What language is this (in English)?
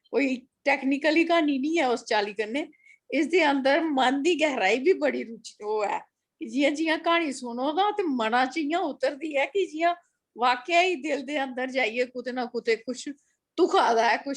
Dogri